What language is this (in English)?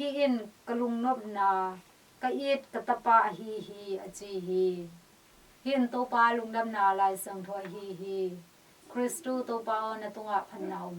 Tedim Chin